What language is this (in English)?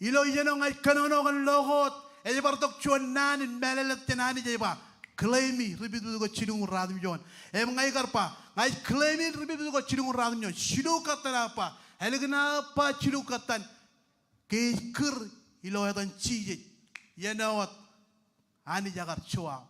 Marshallese